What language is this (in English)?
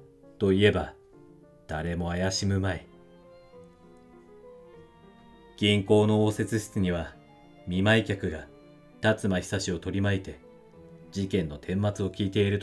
Japanese